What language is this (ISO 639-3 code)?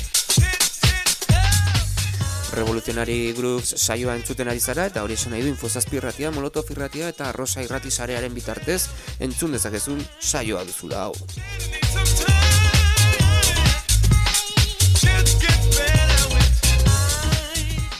eus